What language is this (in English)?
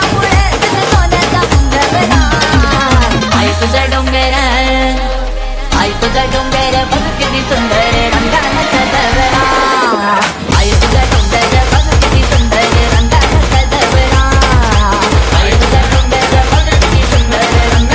Marathi